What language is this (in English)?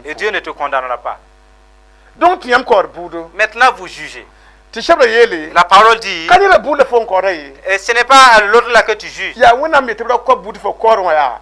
Mossi